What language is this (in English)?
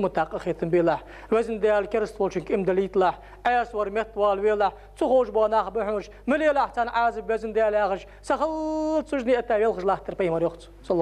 Ingush